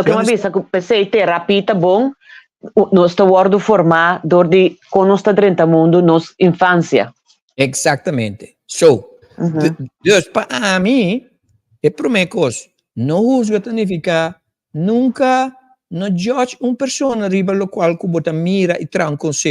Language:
Papiamento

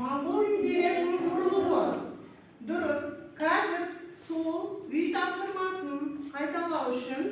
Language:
Kazakh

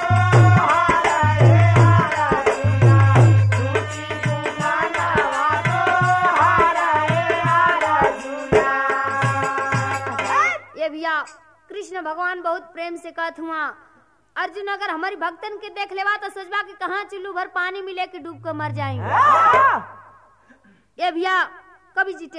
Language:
Bhojpuri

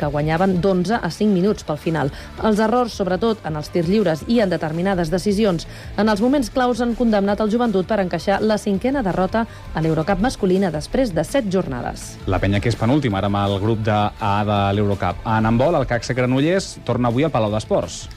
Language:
Catalan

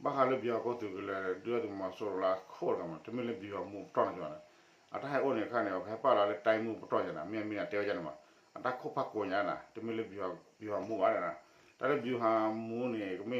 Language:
S'gaw Karen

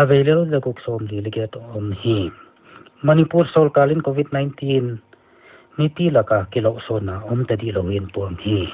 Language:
Paite Chin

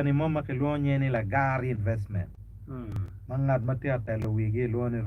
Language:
Acoli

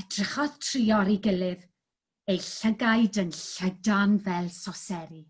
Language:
Welsh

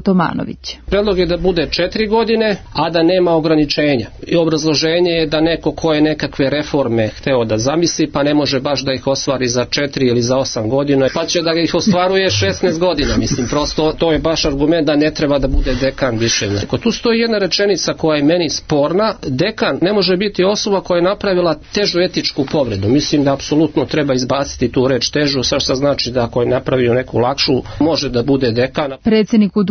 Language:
Serbian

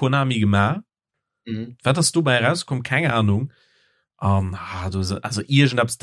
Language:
Luxembourgish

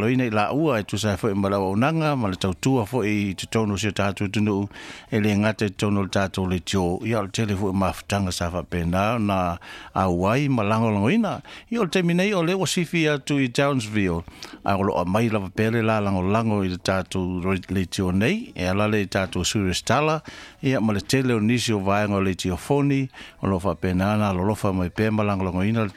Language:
Samoan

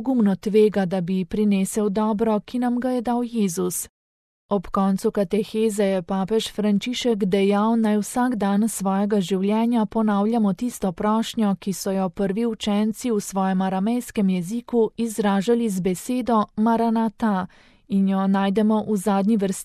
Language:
Slovenian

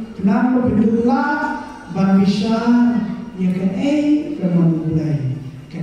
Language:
Khasi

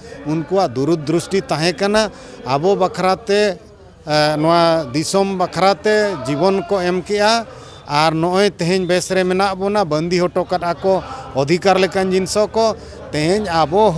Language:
Santali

